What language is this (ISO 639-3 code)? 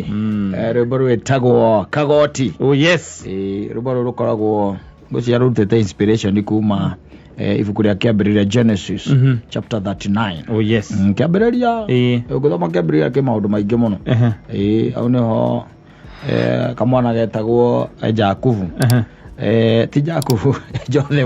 kik